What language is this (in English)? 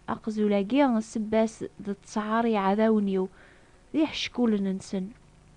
Kabyle